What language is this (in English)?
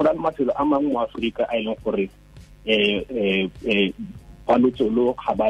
Tswana